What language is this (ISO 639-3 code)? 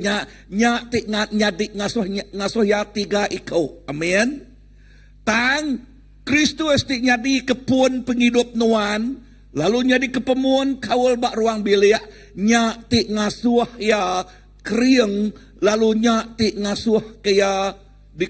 iba